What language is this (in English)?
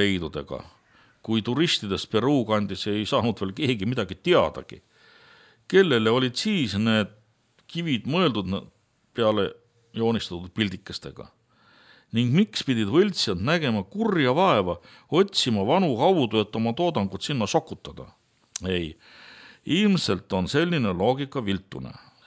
Estonian